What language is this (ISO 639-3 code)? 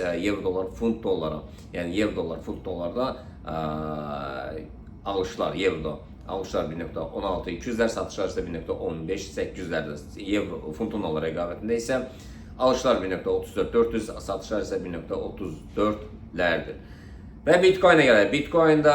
aze